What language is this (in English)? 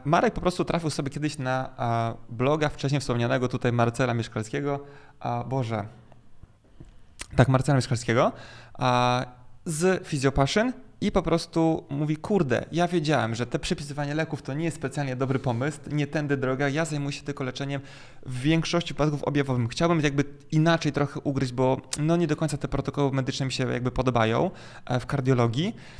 Polish